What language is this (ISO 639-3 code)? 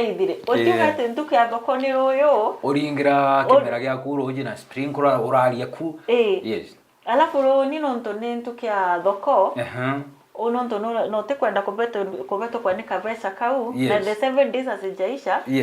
mer